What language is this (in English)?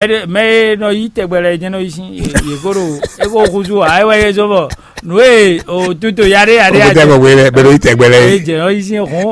Fon